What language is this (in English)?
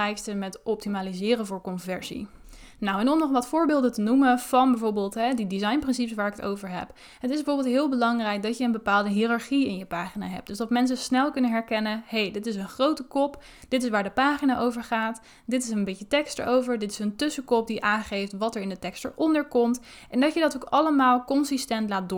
Dutch